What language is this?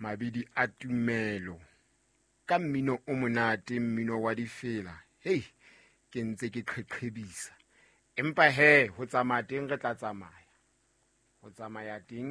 Southern Sotho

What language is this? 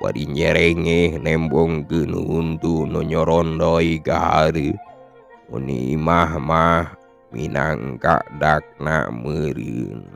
Sundanese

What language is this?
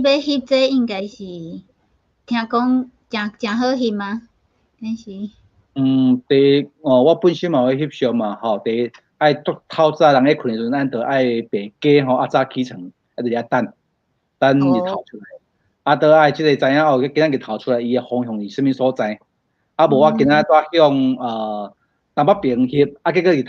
Min Nan Chinese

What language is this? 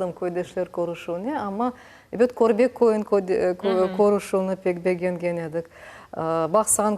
Crimean Tatar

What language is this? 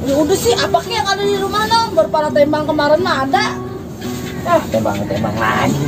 Betawi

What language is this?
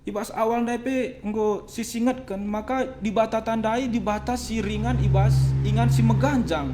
Batak Karo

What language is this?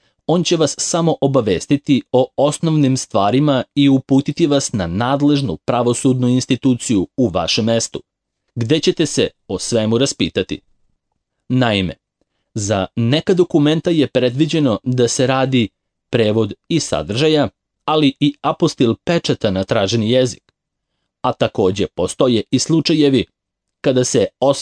Serbian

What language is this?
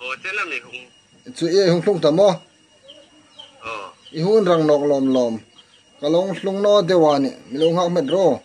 Hmar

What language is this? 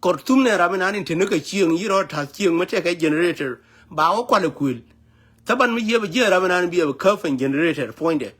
Nuer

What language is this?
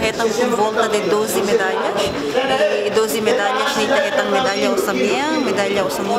Tetum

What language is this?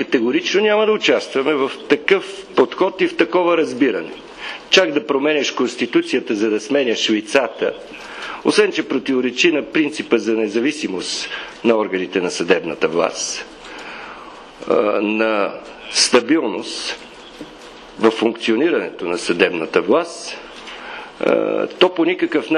Bulgarian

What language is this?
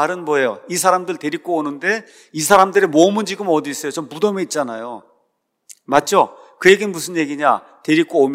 Korean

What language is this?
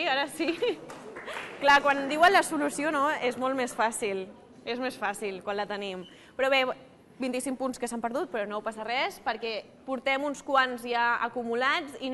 Catalan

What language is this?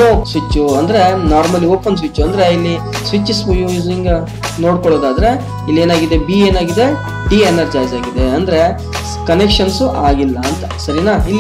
Kannada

